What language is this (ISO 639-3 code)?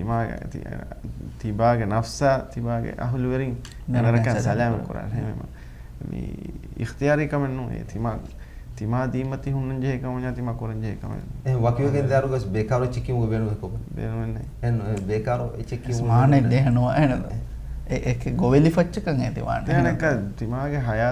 div